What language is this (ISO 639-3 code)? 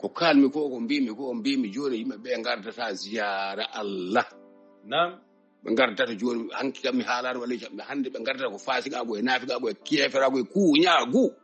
ful